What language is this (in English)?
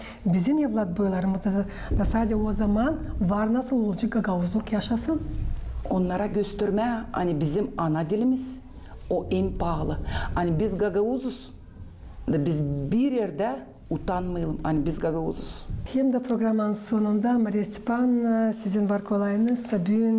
Gagauz